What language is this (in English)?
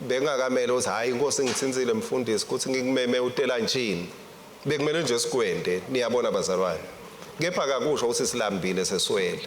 Swati